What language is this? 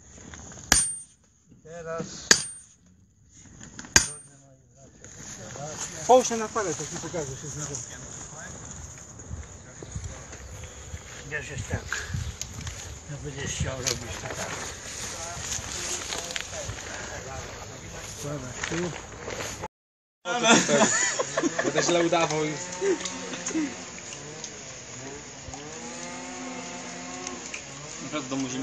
Polish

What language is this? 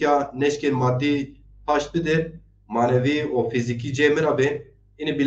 Zaza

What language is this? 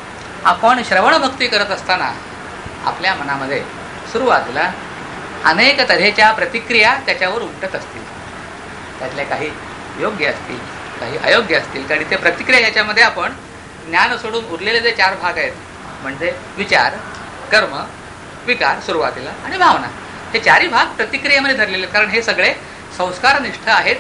Marathi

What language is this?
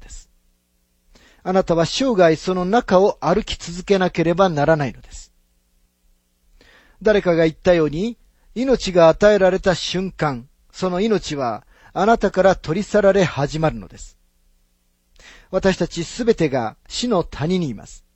Japanese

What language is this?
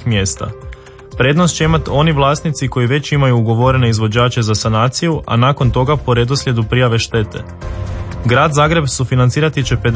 Croatian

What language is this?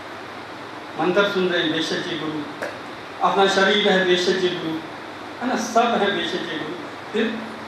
Hindi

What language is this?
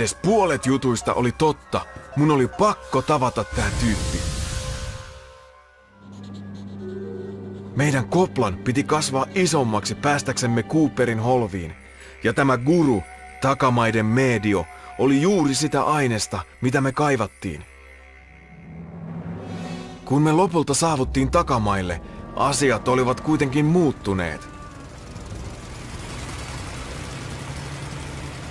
Finnish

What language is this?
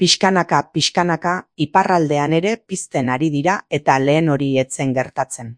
Basque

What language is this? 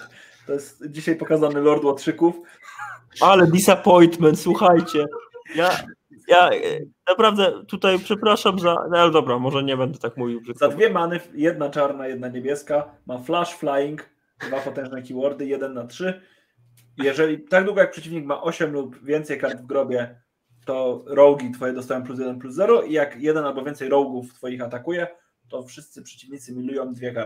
Polish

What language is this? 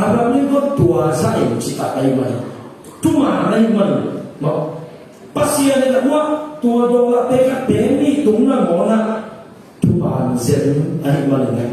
Tedim Chin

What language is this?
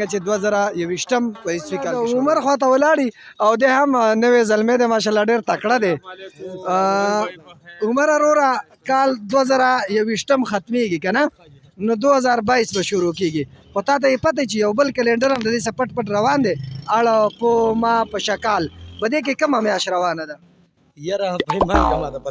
Pashto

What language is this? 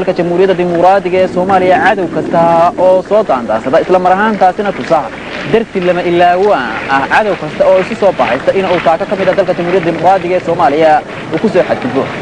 Somali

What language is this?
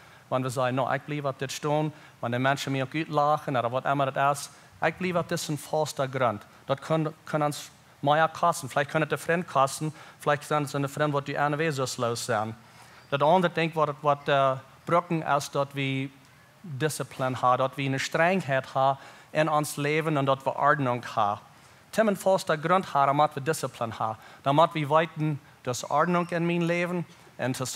Plautdietsch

